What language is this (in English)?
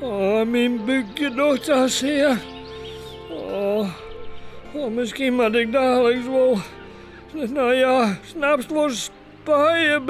Western Frisian